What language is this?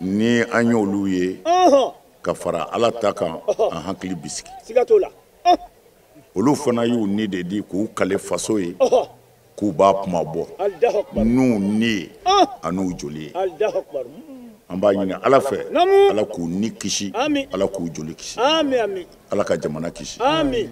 Bambara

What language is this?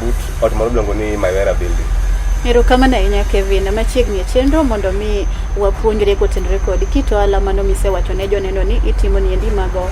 Luo (Kenya and Tanzania)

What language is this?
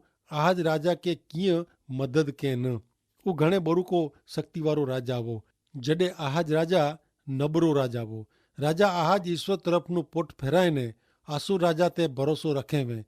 Kachhi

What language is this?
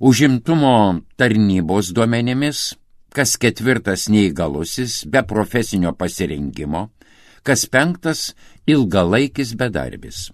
Lithuanian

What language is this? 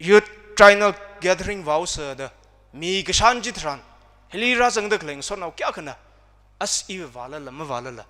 Tangkhul Naga (India)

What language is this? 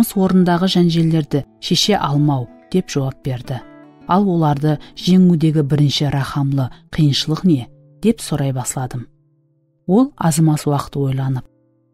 Kara-Kalpak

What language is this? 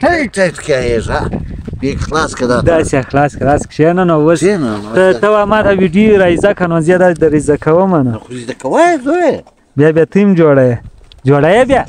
Pashto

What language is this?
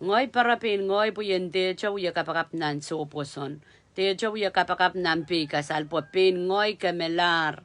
Pohnpeian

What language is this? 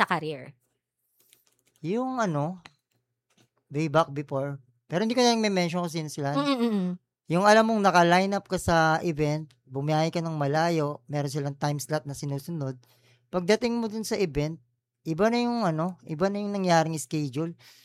Filipino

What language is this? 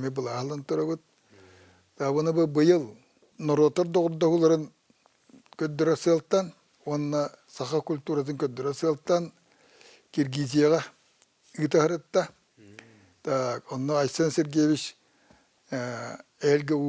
Yakut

